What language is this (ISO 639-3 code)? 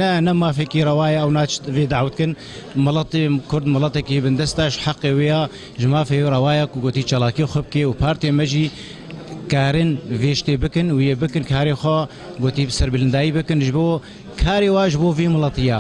kur